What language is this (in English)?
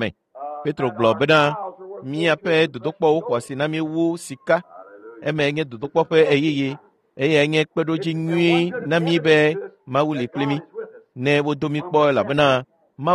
Ewe